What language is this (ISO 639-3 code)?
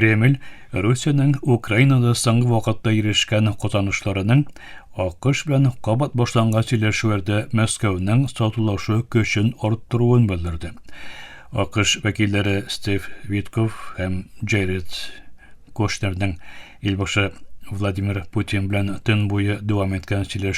tat